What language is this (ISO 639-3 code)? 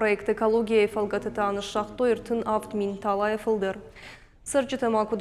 oss